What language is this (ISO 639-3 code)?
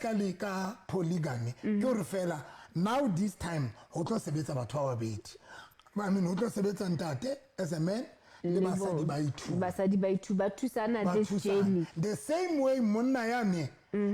sot